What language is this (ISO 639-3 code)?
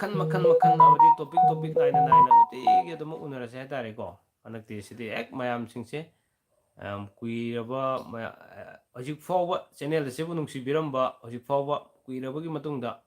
mni